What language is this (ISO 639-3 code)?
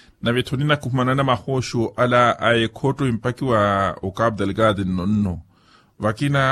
vmw